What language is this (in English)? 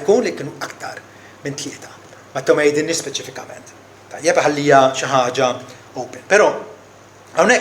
Maltese